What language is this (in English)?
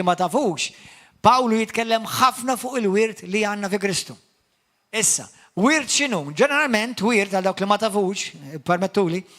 Maltese